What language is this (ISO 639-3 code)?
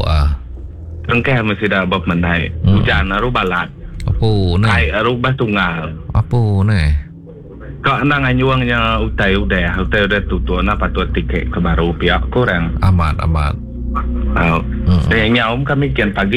iba